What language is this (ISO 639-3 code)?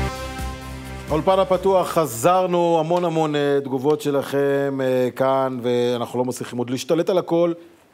heb